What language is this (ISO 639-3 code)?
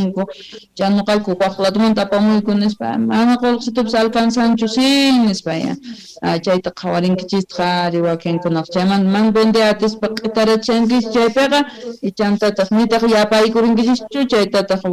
quh